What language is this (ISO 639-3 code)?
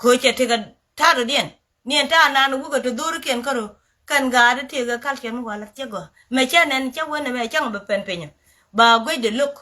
nus